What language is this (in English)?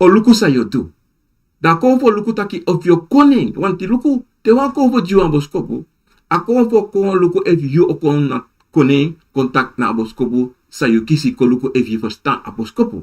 Sranan Tongo